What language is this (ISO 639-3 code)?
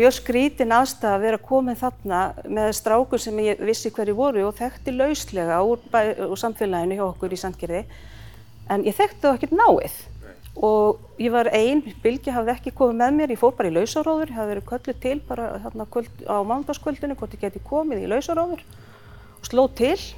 isl